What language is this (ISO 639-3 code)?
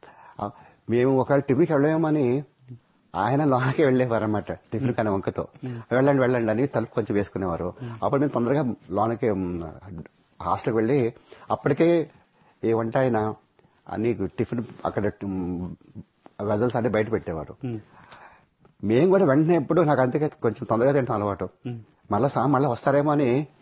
tel